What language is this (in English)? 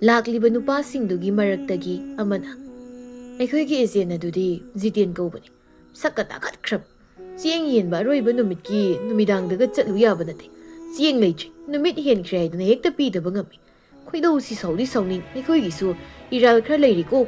Manipuri